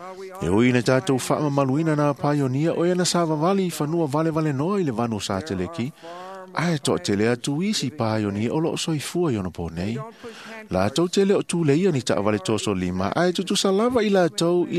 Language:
Samoan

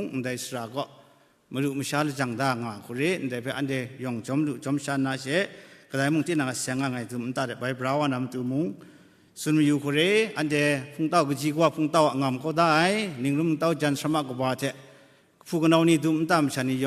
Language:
Kachin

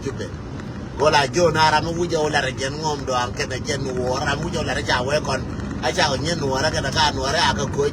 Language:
Nuer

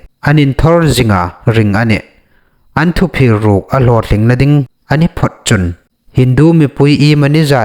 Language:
Hmar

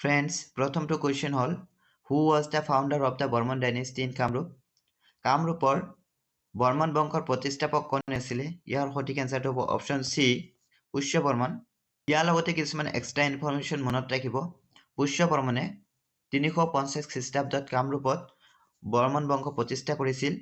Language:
Assamese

